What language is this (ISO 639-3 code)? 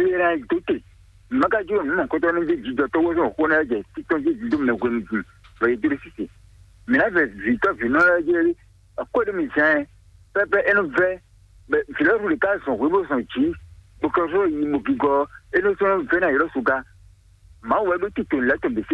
fon